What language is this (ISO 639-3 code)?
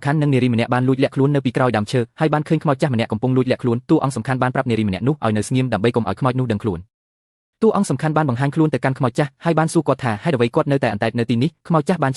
khm